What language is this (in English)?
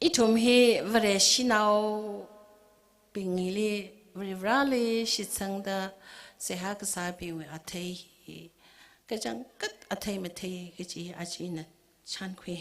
Tangkhul Naga (India)